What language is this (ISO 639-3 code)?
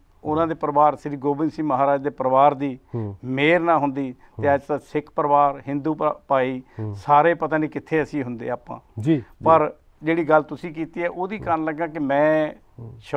pan